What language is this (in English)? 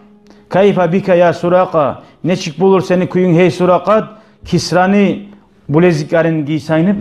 Kumyk